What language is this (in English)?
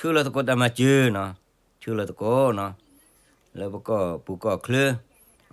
S'gaw Karen